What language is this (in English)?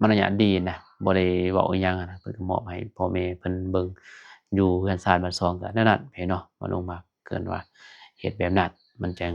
Lao